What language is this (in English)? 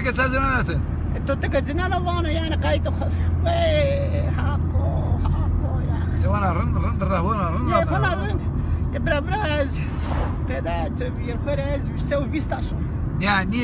Zaza